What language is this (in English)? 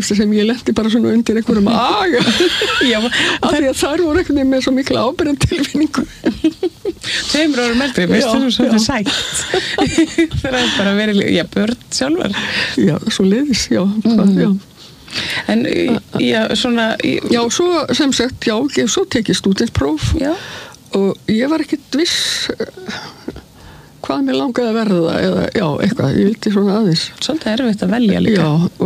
Icelandic